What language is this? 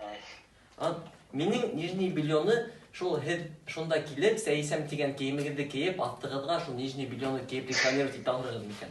Bashkir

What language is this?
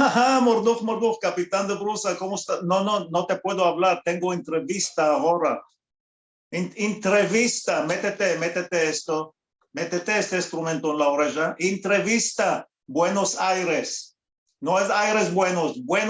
Ladino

